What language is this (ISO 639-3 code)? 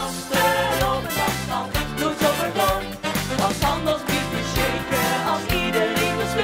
lim